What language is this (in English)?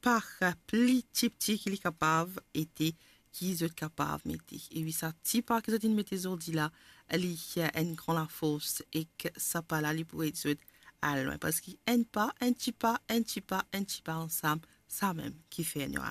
Morisyen